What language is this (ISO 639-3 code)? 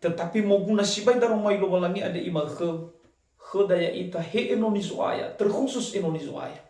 nia